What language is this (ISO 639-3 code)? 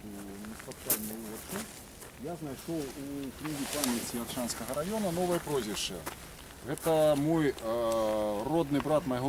bel